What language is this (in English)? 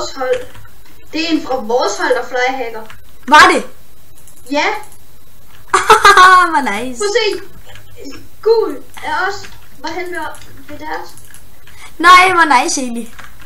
Danish